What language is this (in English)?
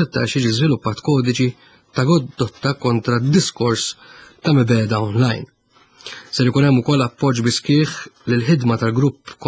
Maltese